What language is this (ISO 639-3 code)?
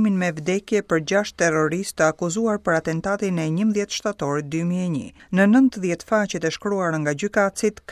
sqi